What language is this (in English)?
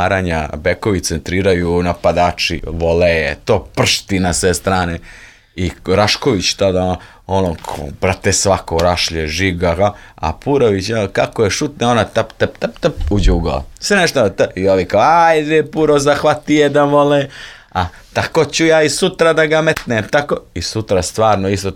Serbian